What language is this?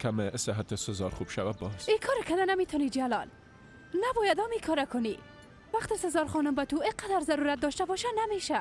Persian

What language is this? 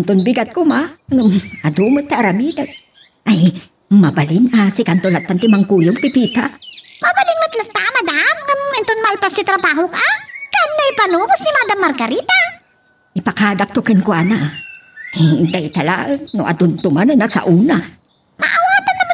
Iloko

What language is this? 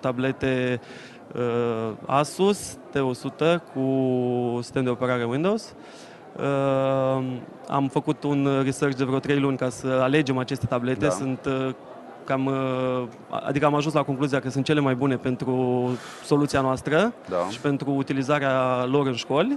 Romanian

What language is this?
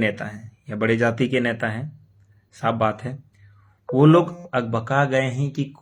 Santali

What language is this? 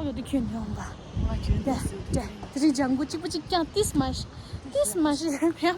Tibetan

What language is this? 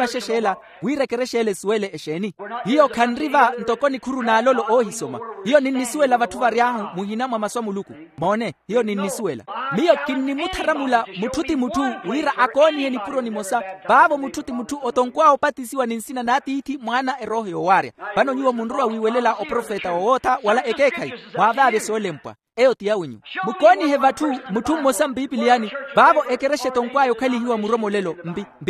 Makhuwa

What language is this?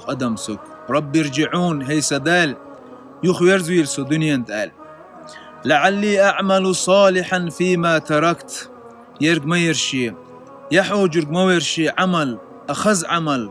Chechen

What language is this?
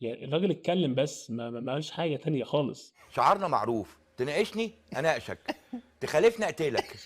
Egyptian Arabic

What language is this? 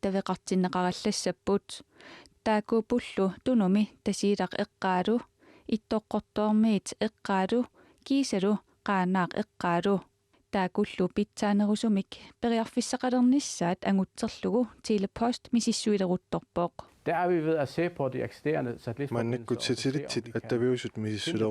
Kalaallisut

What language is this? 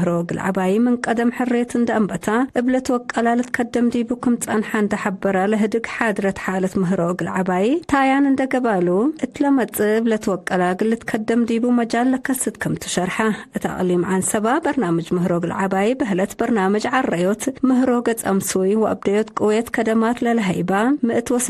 Tigre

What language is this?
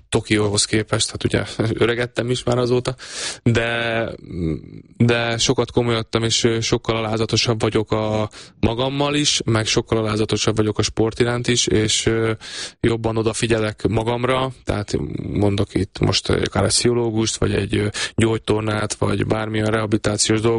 Hungarian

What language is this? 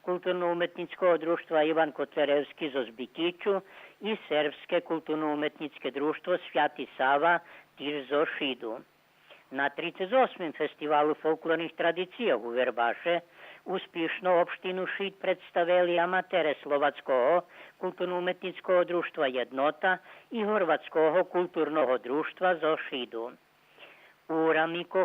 Rusyn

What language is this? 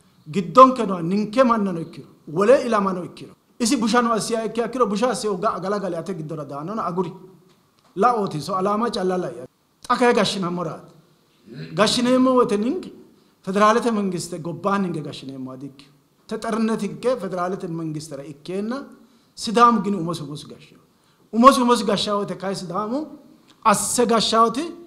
Sidamo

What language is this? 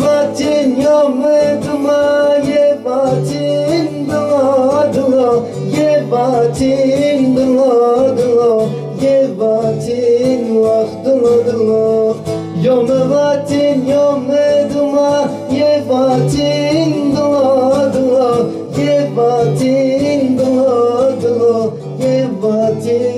Zaza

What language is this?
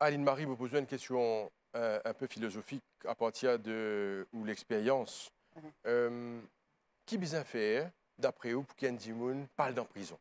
Morisyen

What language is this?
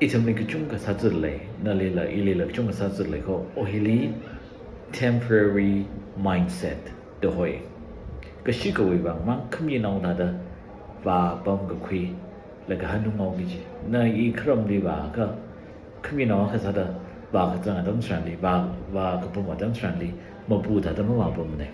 Tangkhul Naga (India)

